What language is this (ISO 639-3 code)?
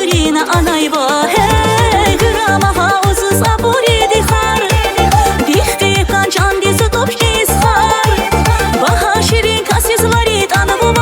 tab